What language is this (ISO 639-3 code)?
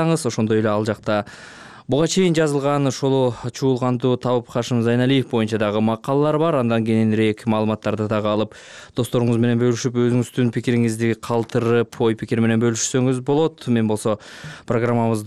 kir